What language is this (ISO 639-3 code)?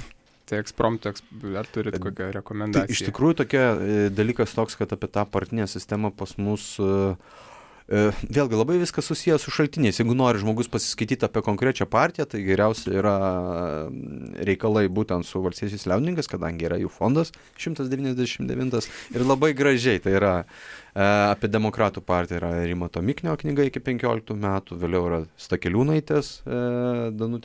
lit